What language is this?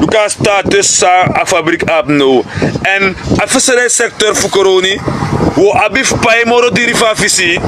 Sranan Tongo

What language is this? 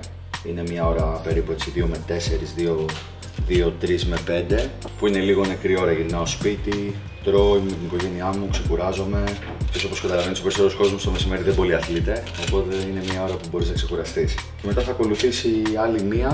Greek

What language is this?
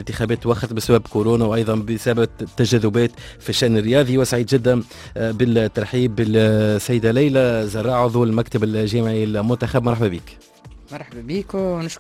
Tunisian Arabic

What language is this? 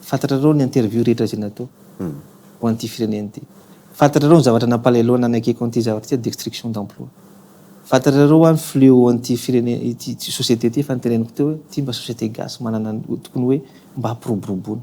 Malagasy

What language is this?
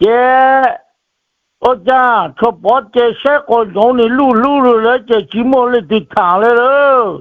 Hmong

